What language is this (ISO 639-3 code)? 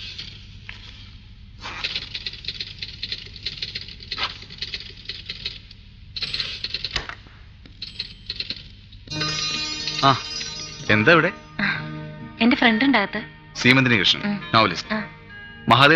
mal